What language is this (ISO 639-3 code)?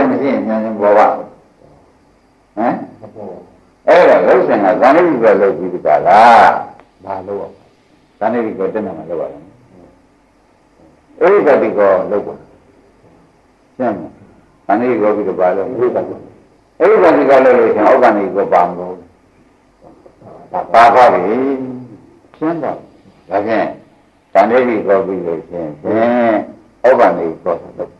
mya